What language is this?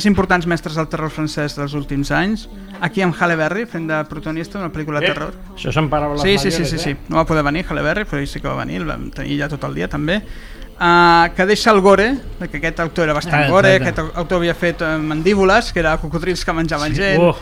Catalan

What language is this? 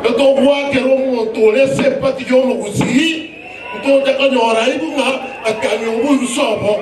Gusii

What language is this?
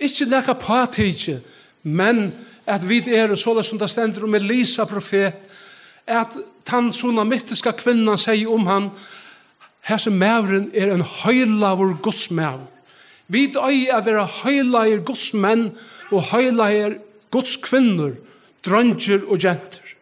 Faroese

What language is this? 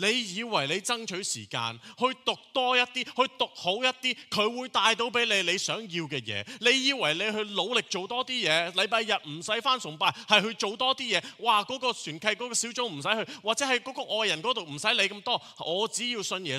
Cantonese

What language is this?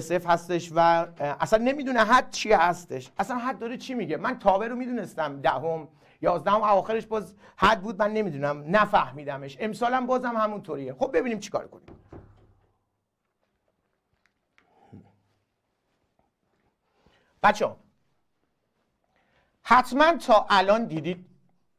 Persian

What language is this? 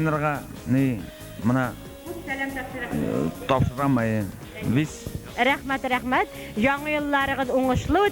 Bashkir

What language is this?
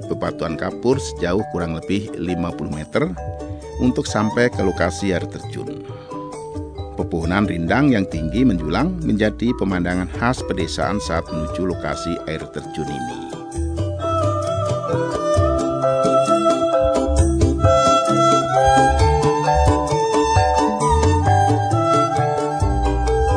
Indonesian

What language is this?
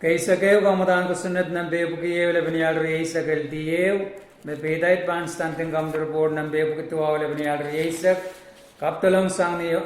Pohnpeian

